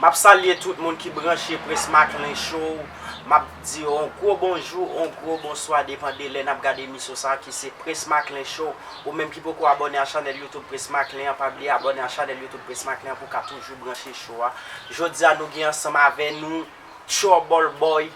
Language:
Haitian Creole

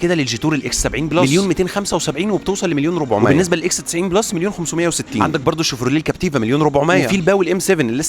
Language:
Egyptian Arabic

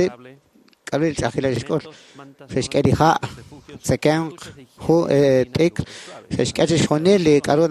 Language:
Kekchí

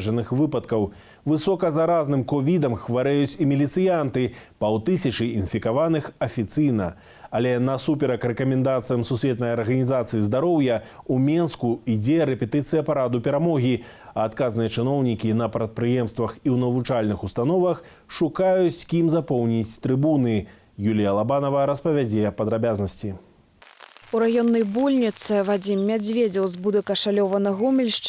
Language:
Belarusian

